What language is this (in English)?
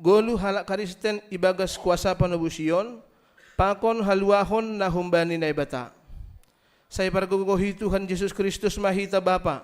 Batak Simalungun